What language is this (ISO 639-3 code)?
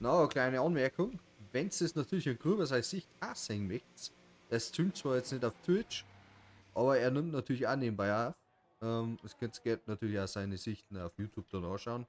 bar